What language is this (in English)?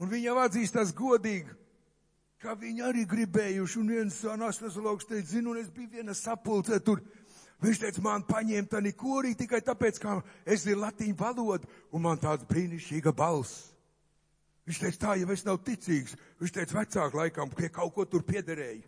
Latvian